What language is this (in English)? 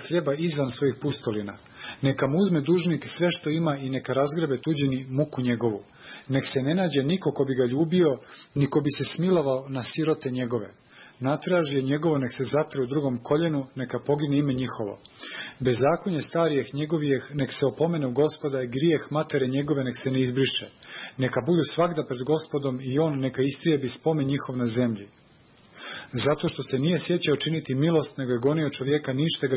Serbian